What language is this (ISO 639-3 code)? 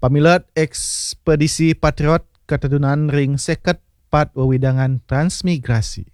ban